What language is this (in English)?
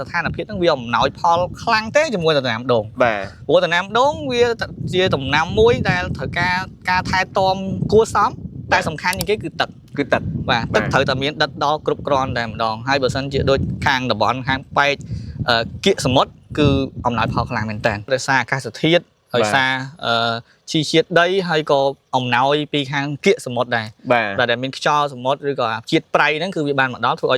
Khmer